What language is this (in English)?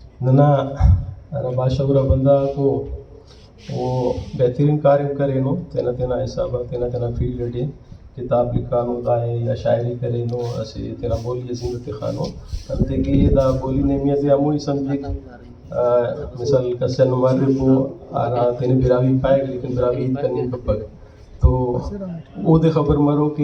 Brahui